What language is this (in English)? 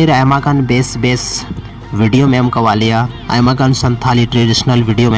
Santali